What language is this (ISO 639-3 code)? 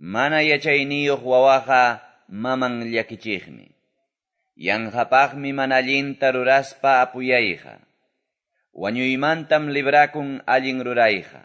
que